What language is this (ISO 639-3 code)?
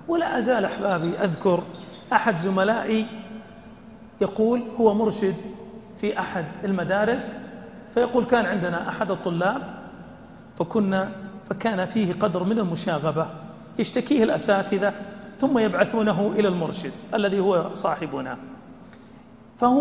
ara